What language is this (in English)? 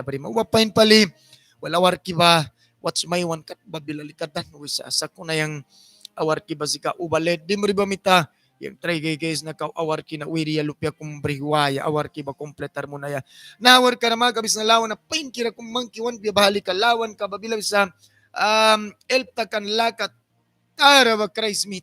Mískito